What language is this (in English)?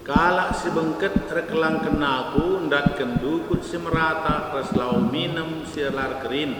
Batak Karo